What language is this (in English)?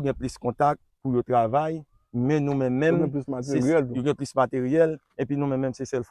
Haitian Creole